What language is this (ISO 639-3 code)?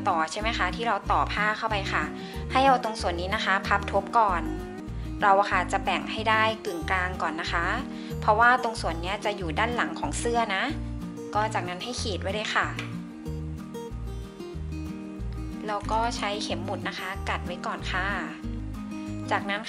tha